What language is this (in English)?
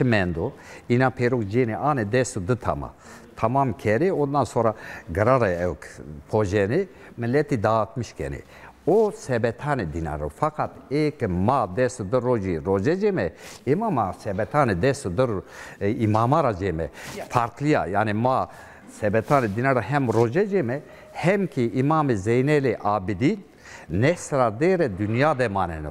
Zaza